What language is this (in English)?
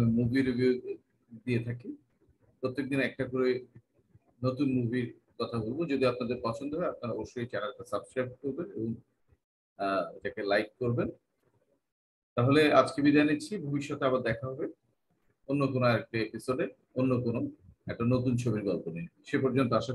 Bangla